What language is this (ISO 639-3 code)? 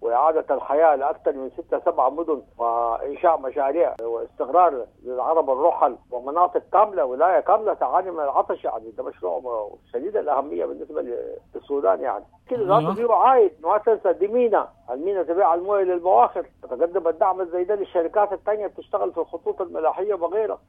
apd